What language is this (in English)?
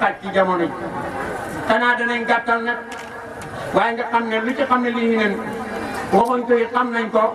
Wolof